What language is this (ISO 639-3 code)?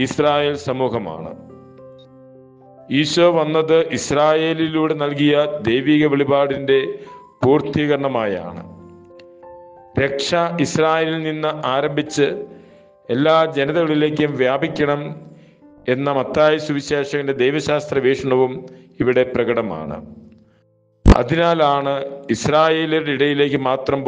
mal